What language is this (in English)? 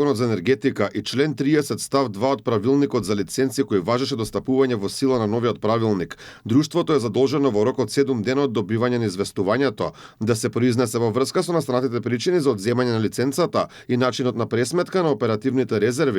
Macedonian